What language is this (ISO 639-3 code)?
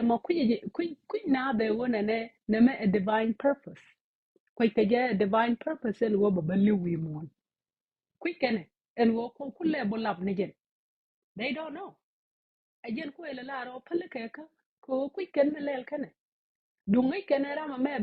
nus